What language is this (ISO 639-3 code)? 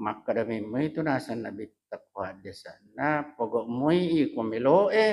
bug